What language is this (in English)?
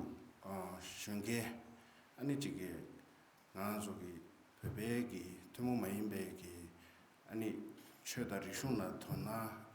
Tibetan